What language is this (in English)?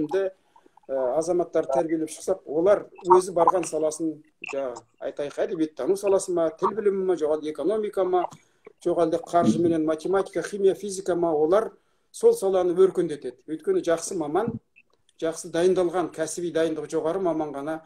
Kazakh